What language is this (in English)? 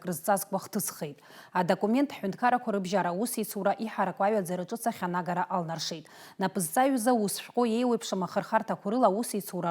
Abkhazian